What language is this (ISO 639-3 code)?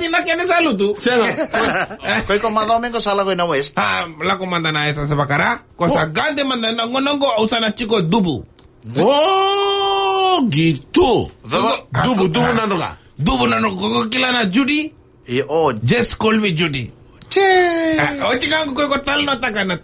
fij